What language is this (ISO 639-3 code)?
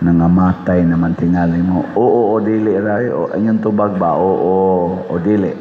ceb